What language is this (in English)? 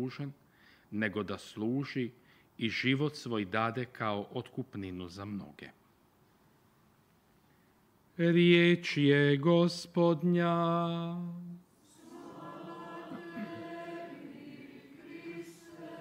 Croatian